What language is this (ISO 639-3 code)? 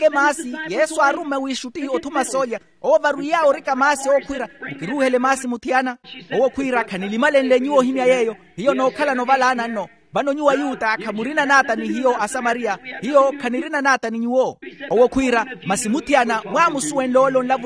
vmw